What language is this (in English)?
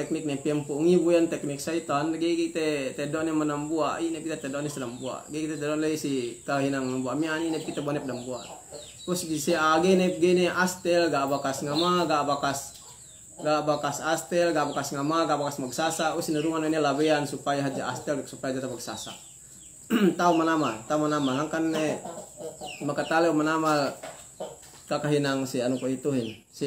Yakan